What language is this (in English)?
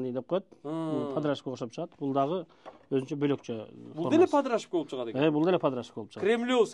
Kyrgyz